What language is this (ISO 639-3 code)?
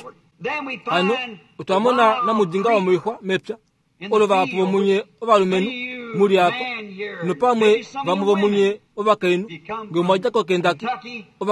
kua